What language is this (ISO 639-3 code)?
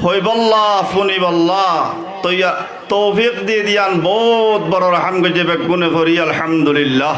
rhg